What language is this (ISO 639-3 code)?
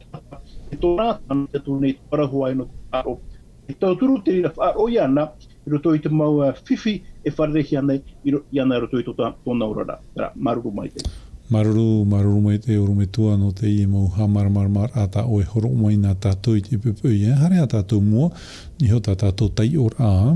tah